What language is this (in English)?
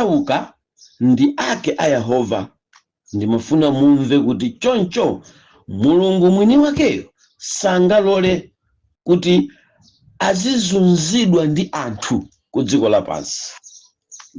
Nyanja